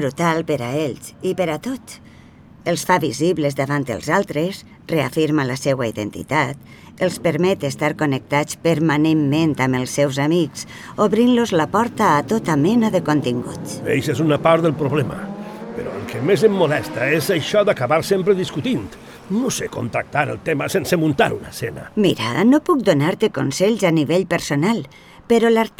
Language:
Catalan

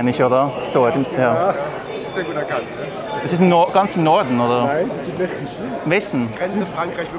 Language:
Swiss German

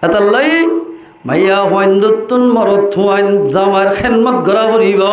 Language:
Rohingya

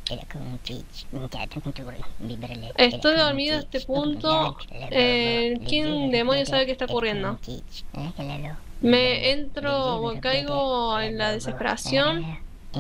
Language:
Spanish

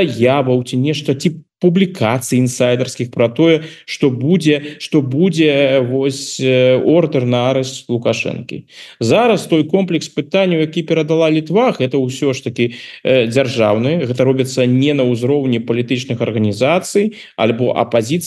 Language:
Belarusian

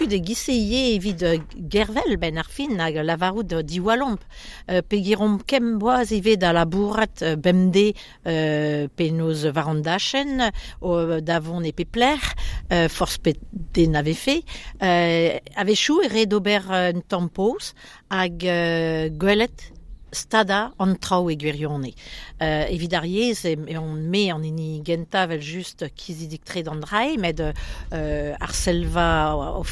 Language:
Breton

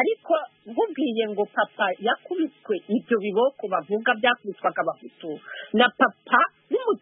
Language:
Kinyarwanda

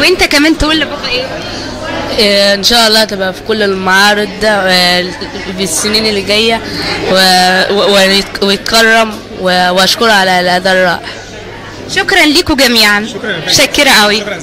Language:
Egyptian Arabic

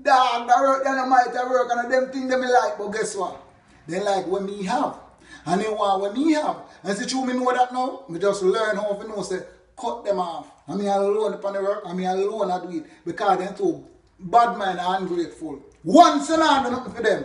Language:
Jamaican Creole English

